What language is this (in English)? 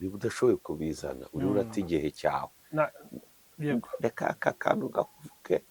Kinyarwanda